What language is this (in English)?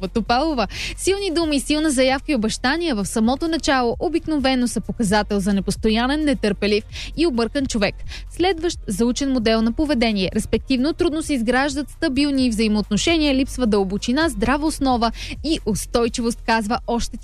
Bulgarian